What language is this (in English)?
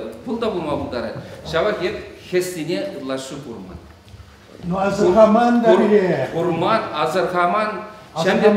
Chuvash